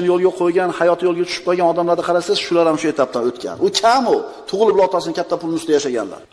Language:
Uzbek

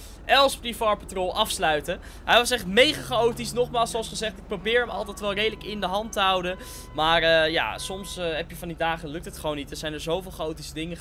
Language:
Dutch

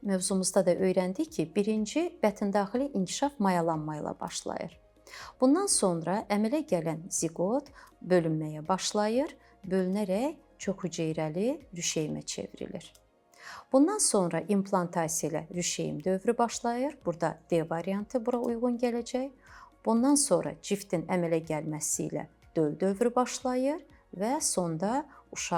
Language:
Azerbaijani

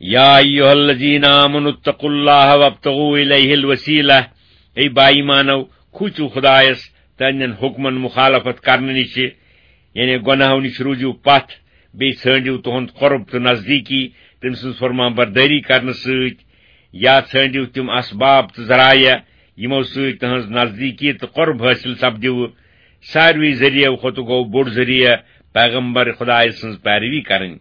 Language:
Kashmiri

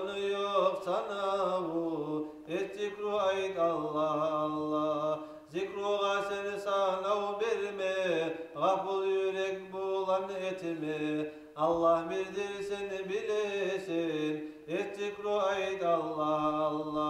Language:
Kumyk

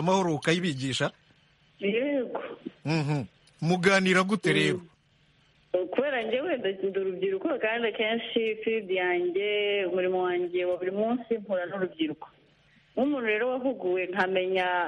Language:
Kinyarwanda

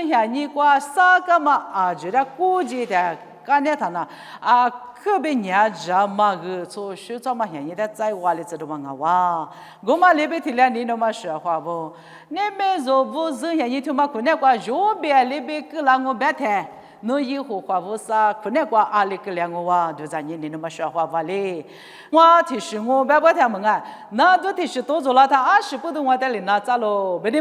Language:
Lisu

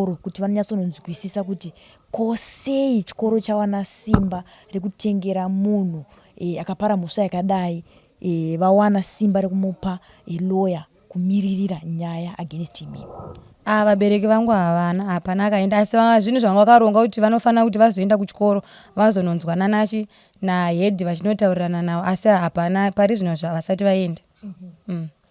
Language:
Shona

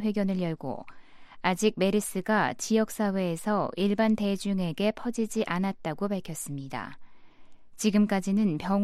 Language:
Korean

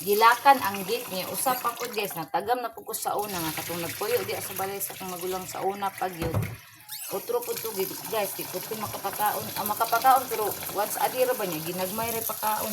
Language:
Cebuano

